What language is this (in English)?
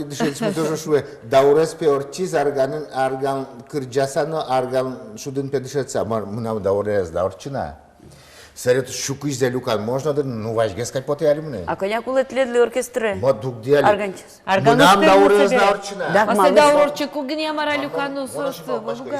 Udmurt